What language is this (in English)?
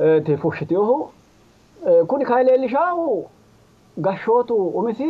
Sidamo